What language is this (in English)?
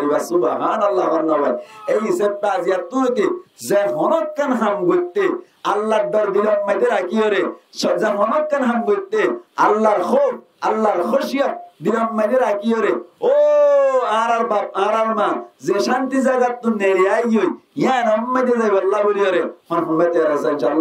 Rohingya